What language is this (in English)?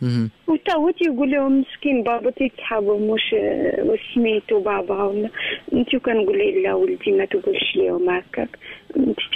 Moroccan Arabic